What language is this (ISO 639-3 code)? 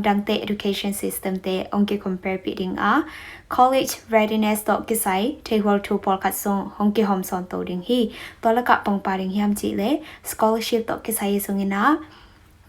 ctd